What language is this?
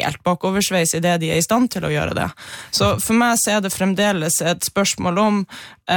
Norwegian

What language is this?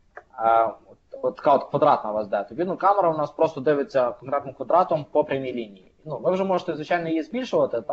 Ukrainian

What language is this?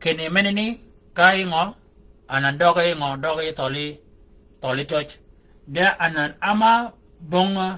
Shilluk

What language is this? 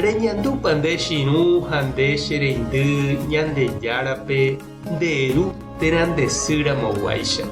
Guarani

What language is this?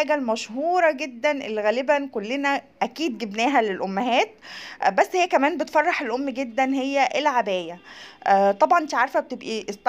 Egyptian Arabic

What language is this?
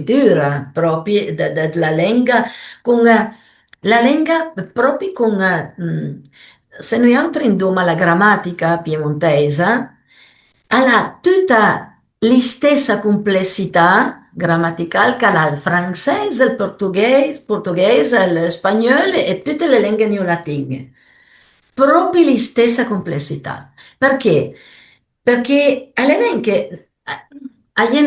Piedmontese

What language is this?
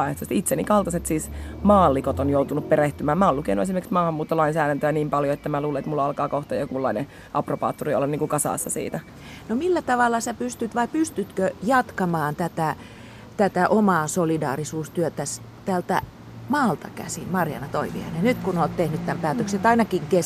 Finnish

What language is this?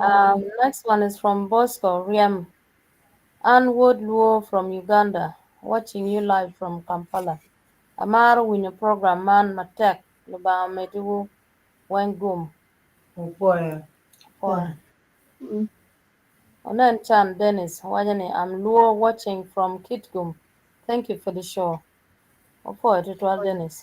Acoli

